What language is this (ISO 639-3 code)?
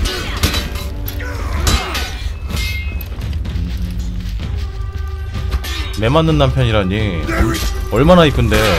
kor